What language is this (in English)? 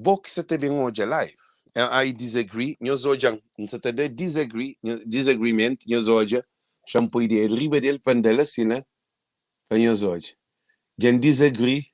Kabuverdianu